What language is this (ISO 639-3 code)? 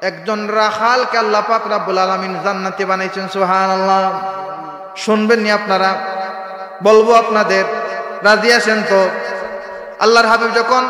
syl